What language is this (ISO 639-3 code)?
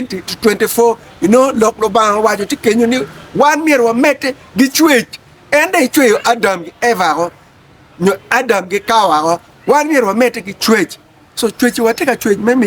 ach